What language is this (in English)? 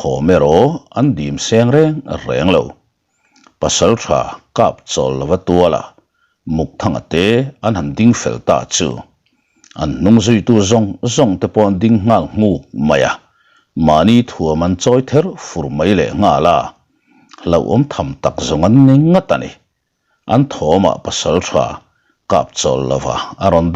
Mizo